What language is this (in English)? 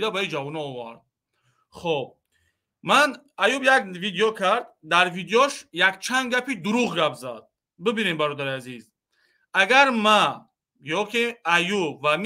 Tajik